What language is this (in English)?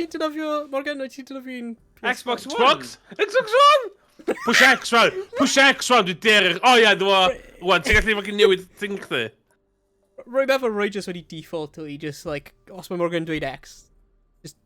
Welsh